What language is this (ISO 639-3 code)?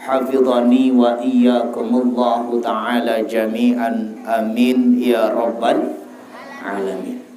sas